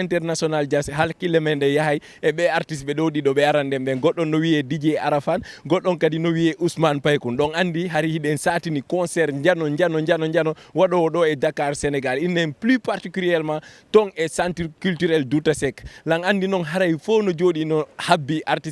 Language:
Fula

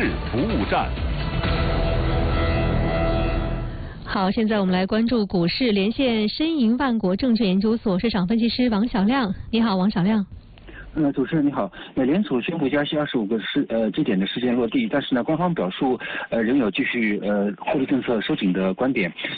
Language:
Chinese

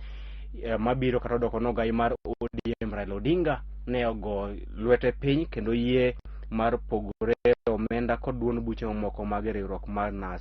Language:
Luo (Kenya and Tanzania)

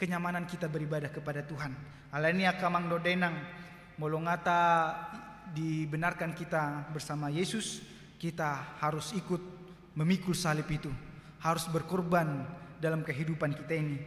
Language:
Batak Toba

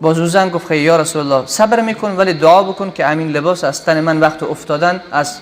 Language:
Persian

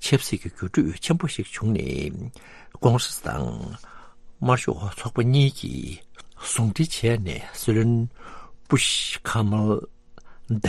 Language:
Tibetan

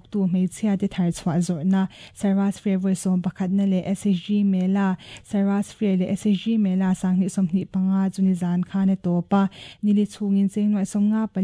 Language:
Mizo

